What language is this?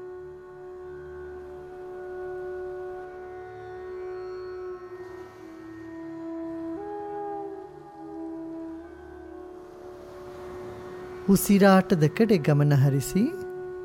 Kannada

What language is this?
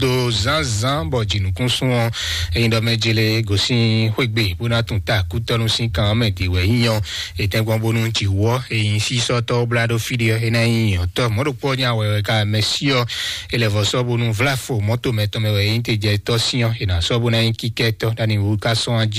Fon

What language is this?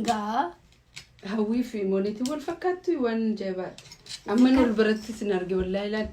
Oromo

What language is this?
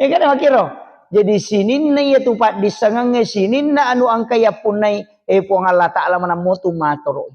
Buginese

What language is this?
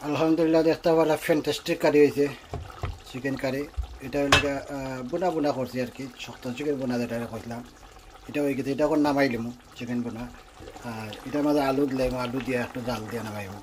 Sylheti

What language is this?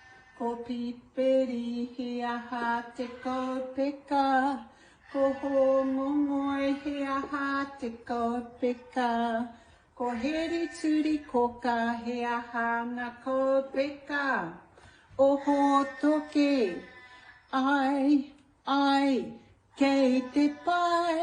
Māori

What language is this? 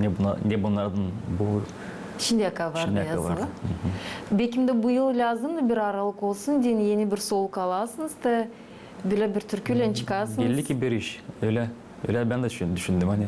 Gagauz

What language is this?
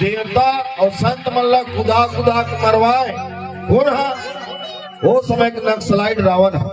Chhattisgarhi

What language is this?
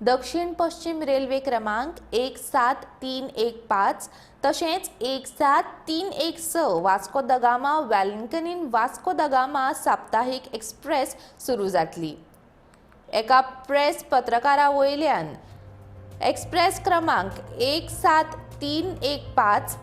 Konkani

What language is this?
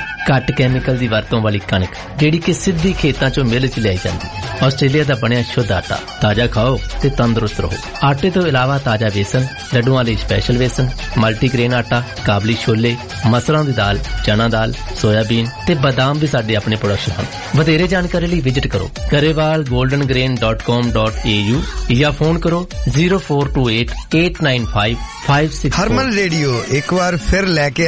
Punjabi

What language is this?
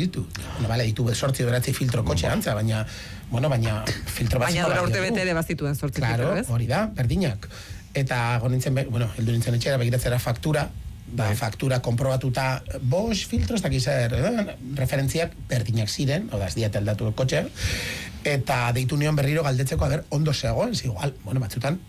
Basque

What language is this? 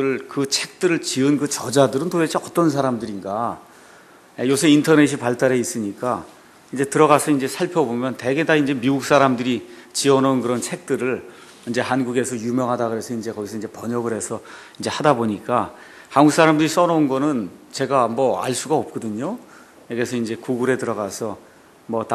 Korean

